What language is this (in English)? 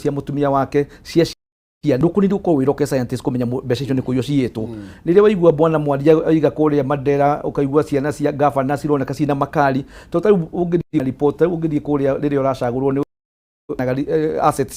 Kikuyu